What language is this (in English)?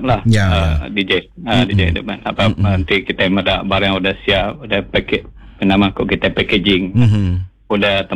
Iban